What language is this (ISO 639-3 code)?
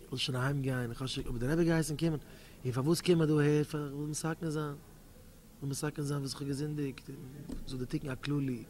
yid